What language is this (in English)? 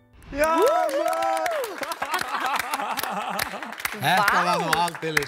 Icelandic